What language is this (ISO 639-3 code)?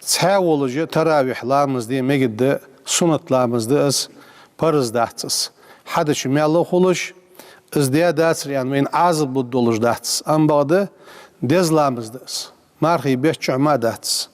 inh